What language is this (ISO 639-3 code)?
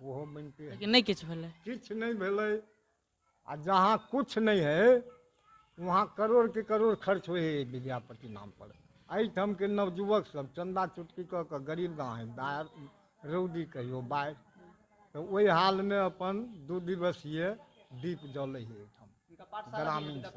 mai